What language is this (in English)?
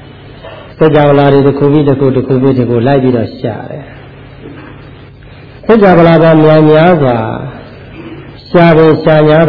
Burmese